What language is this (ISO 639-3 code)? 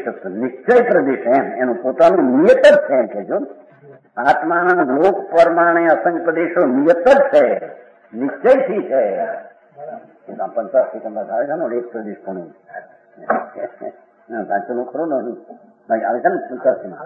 guj